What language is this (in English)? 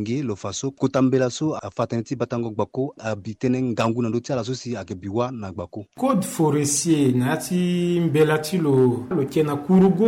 Sango